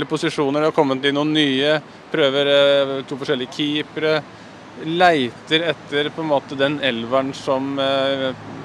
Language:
Norwegian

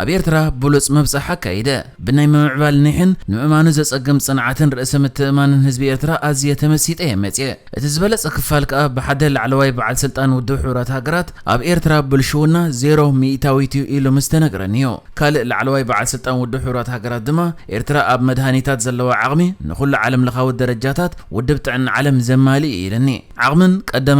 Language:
Tigrinya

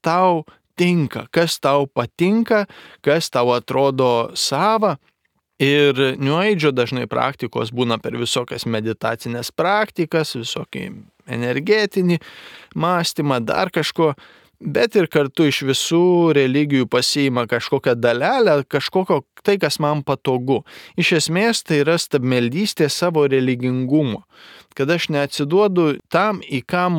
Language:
Lithuanian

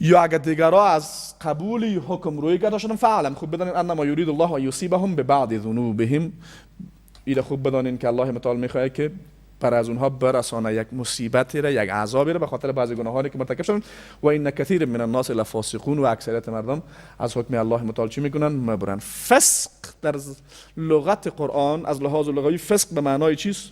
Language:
Persian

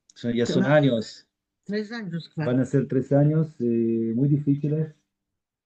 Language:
Ladino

